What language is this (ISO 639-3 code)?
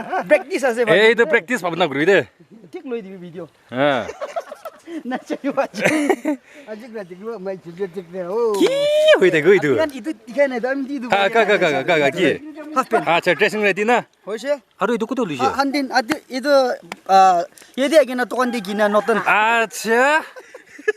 nag